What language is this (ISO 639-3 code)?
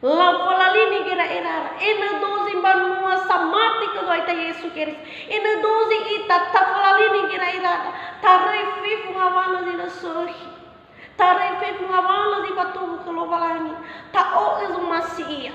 nia